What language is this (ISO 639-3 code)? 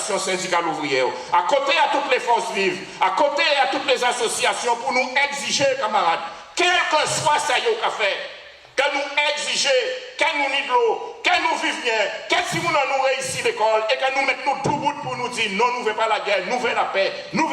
gcf